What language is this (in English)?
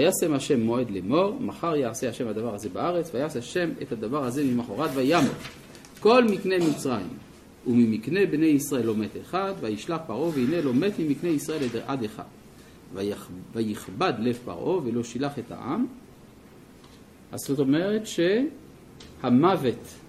Hebrew